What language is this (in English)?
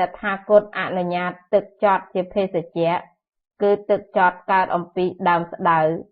Khmer